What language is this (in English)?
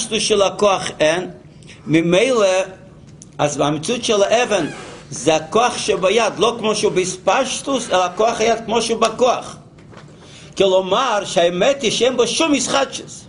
Hebrew